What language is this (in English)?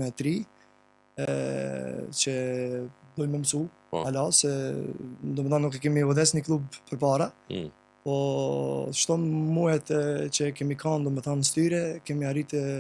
Albanian